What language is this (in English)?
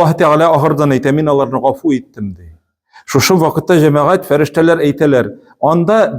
Tatar